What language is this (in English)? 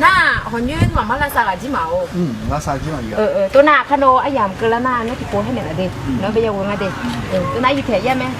Akha